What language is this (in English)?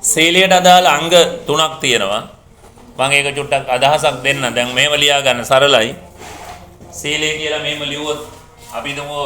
Sinhala